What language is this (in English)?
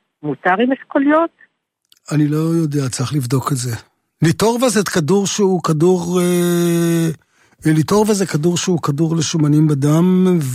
Hebrew